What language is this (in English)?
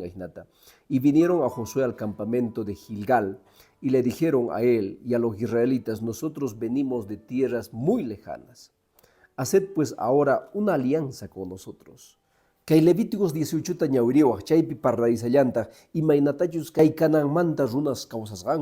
Quechua